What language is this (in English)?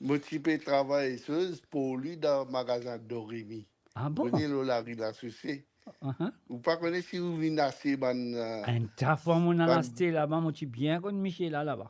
Morisyen